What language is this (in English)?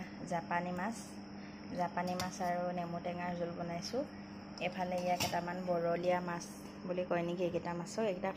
Assamese